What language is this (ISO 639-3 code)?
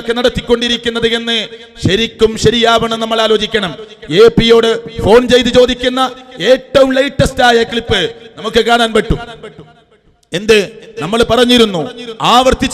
mal